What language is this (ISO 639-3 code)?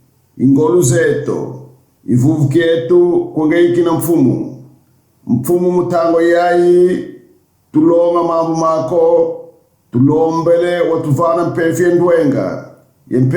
kon